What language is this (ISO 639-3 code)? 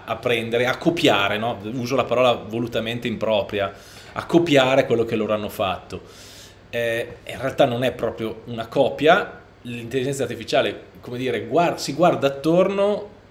ita